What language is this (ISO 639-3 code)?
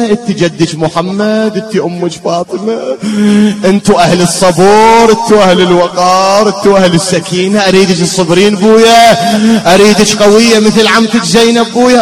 acm